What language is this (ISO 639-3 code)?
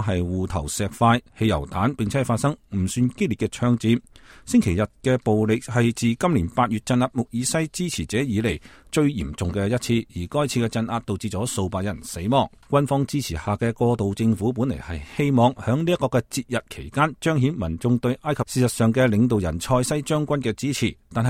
yue